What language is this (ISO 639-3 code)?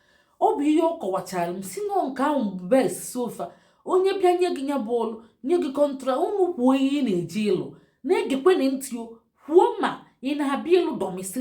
ibo